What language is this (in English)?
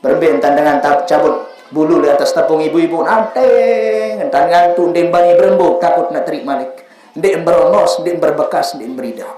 Sasak